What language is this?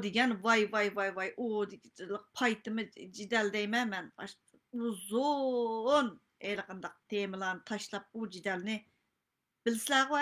Uyghur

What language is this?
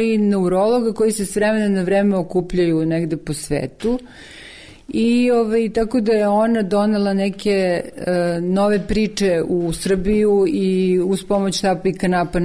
Serbian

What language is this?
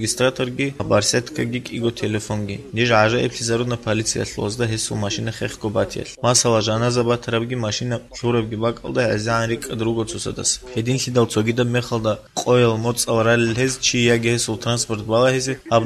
Avaric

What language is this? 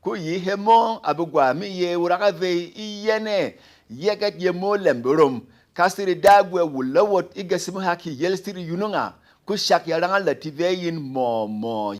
Berom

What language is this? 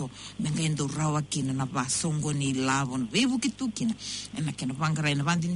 Fijian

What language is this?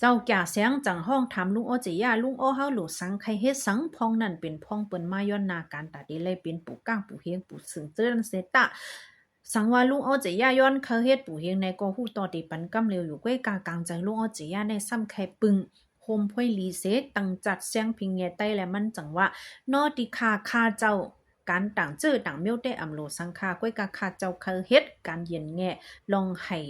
Shan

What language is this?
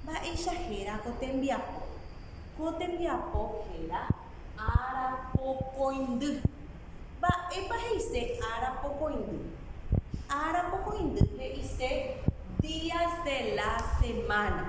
Guarani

